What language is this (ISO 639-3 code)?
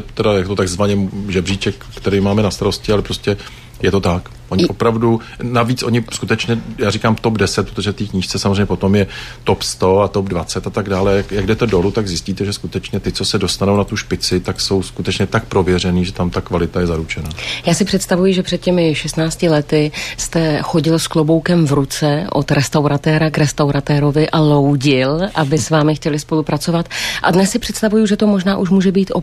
ces